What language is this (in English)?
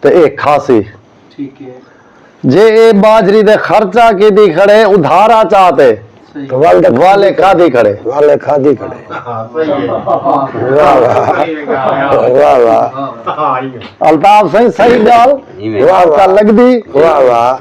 Saraiki